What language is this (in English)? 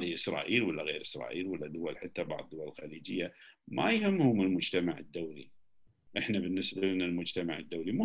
Gulf Arabic